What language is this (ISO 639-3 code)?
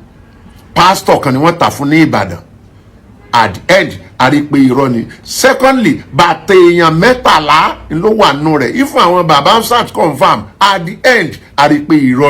yor